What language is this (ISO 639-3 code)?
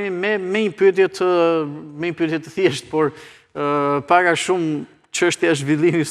sqi